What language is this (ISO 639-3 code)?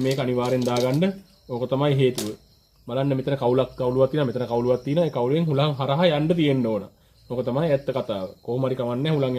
sin